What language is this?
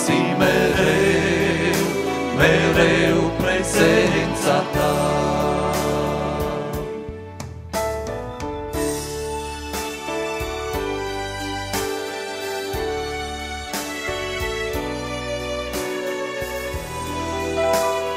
Romanian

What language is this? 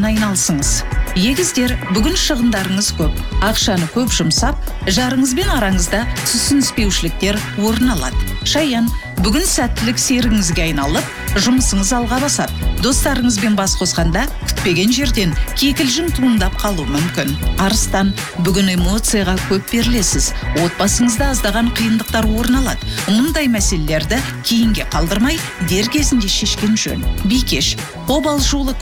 Kazakh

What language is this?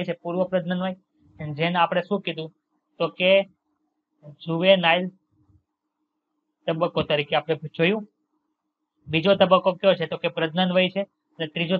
Gujarati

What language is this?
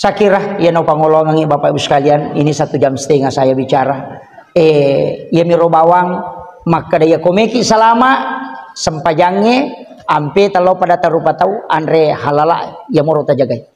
Buginese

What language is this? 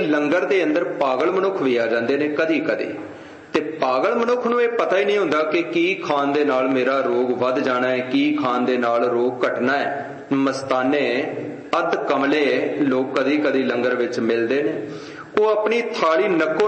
Punjabi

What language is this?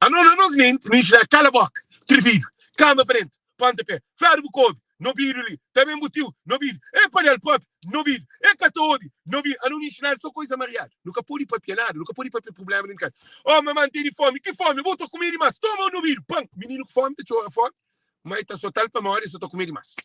Kabuverdianu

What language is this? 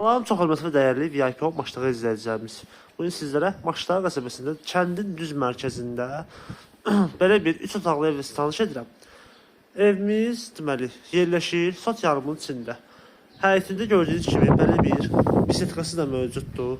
Azerbaijani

